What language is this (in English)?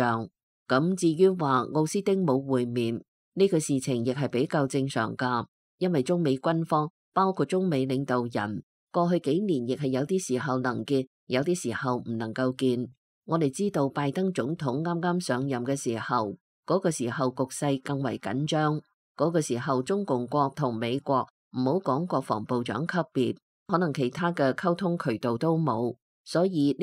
Cantonese